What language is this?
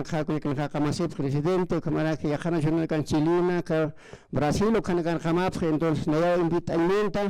Aymara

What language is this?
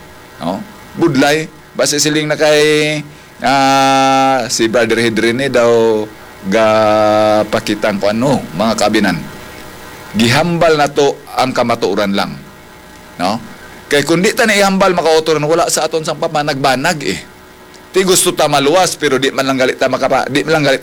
Hiligaynon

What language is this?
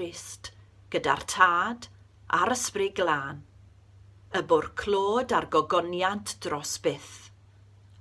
Welsh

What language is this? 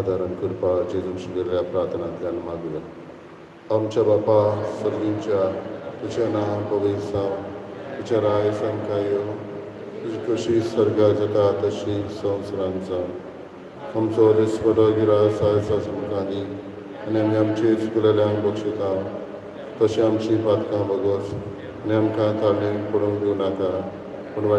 Konkani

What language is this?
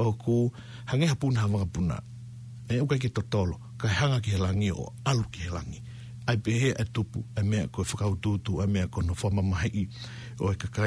Tongan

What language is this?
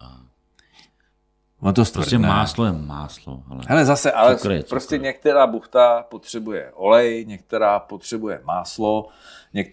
Czech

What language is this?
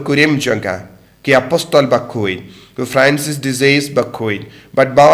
Khasi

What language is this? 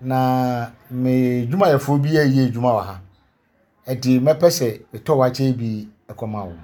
Akan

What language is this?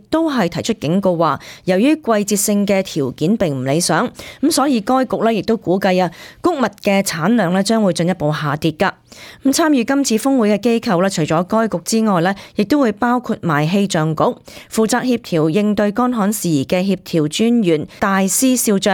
Cantonese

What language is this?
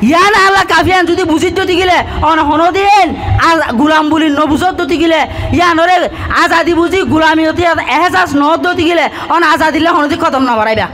Rohingya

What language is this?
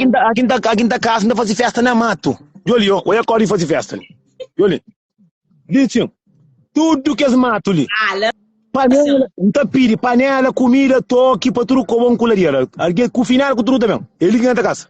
Kabuverdianu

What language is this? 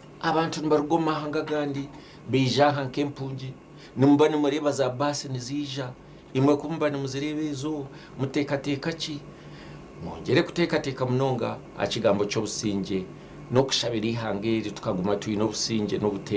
Nyankole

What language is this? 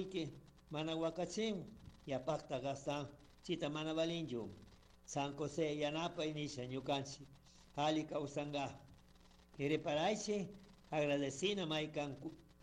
Chimborazo Highland Quichua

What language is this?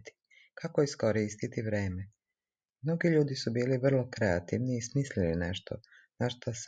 Serbian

